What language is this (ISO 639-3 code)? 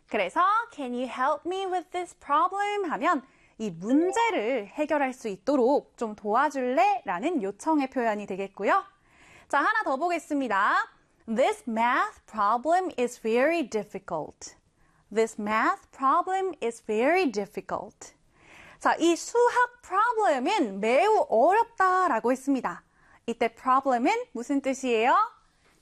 kor